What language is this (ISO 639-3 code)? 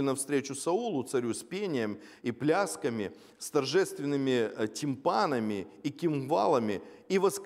rus